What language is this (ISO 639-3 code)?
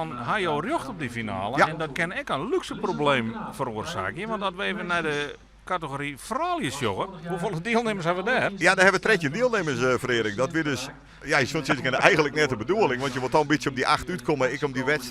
fry